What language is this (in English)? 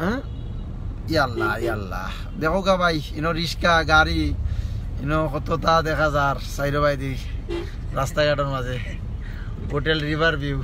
Sylheti